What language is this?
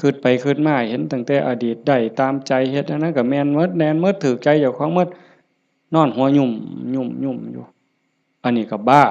Northeastern Thai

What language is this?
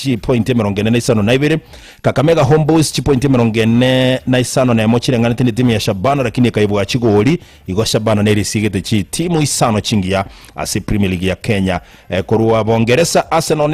Gusii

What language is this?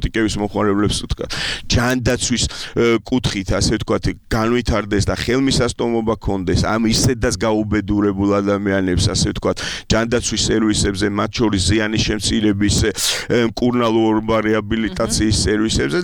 Georgian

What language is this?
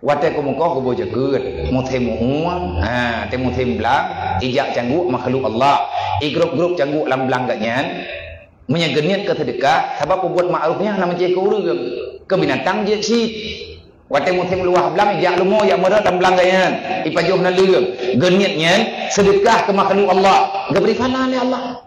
Achinese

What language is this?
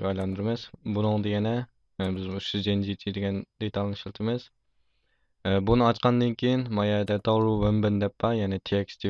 Uyghur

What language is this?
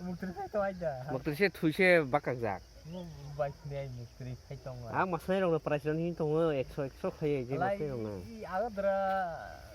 Kok Borok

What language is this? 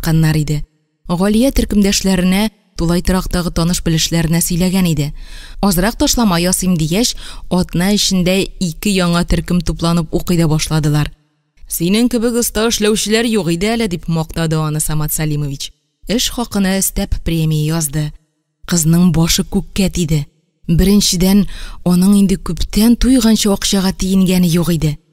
Tatar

